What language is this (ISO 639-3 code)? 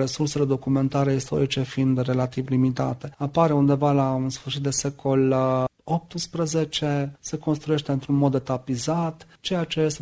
ron